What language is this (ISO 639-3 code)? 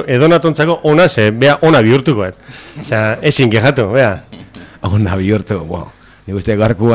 eus